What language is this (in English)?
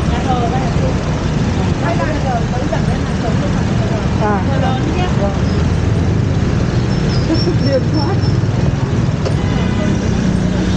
Vietnamese